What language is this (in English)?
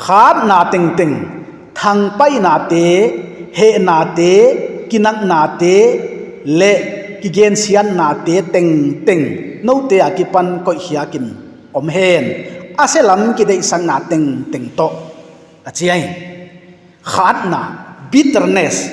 Paite Chin